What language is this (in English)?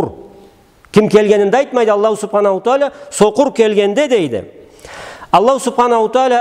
Karachay-Balkar